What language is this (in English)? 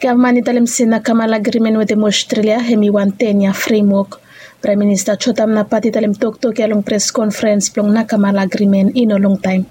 Bislama